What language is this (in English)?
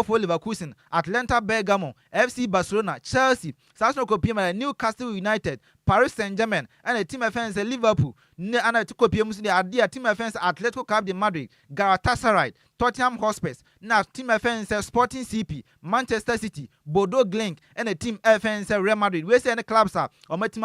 Akan